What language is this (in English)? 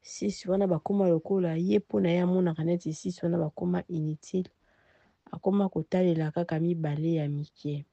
Lingala